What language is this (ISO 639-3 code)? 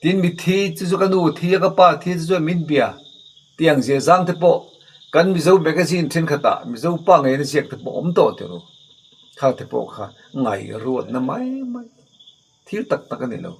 lus